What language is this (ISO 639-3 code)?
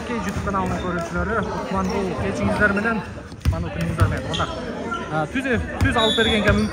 kir